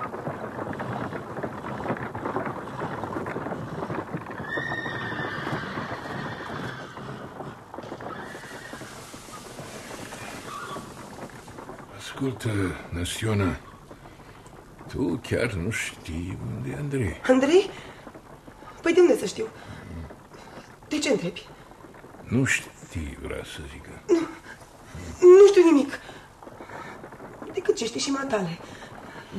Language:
Romanian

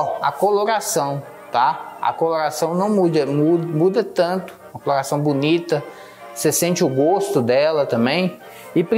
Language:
Portuguese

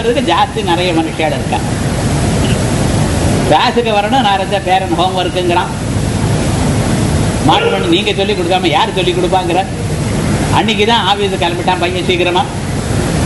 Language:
Tamil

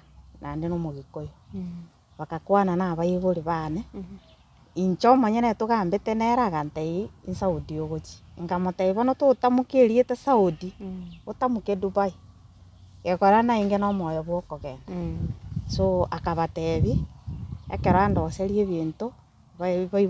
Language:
Gusii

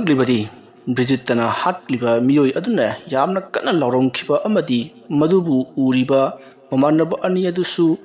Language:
Manipuri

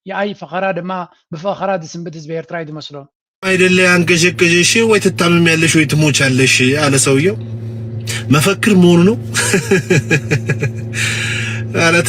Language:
Tigrinya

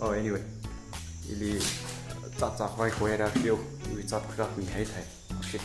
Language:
Tangkhul Naga (India)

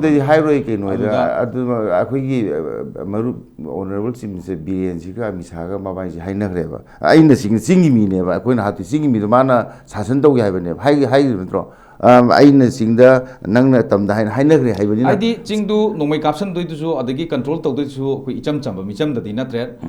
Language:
Manipuri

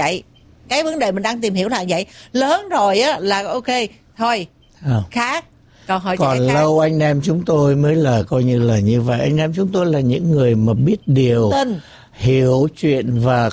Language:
Vietnamese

